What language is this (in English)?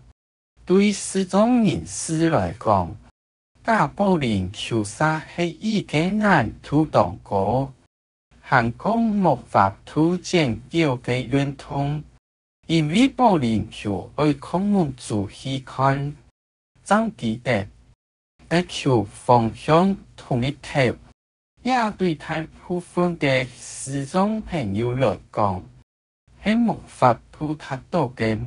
Hakka Chinese